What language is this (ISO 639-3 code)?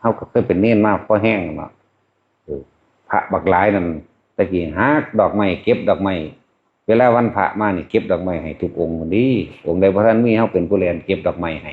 tts